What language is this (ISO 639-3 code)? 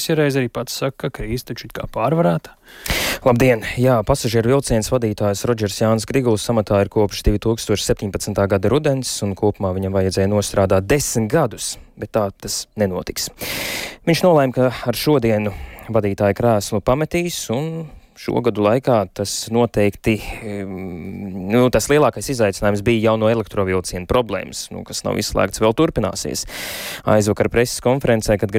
lav